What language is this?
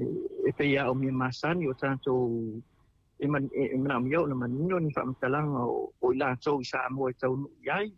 Samoan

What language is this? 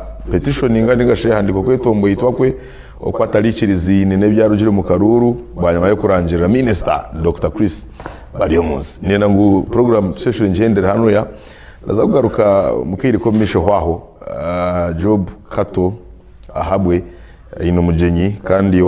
Nyankole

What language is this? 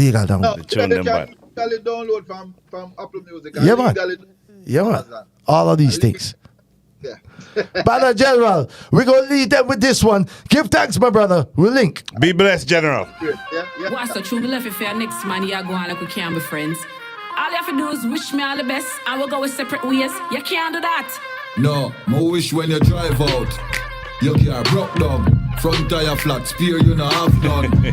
Jamaican Creole English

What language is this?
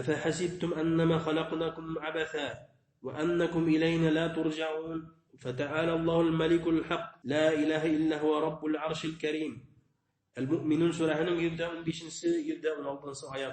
Bashkir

